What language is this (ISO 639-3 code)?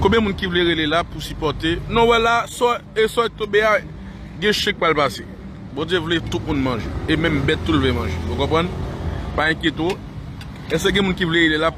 hat